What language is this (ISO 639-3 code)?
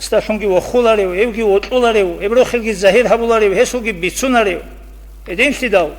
ava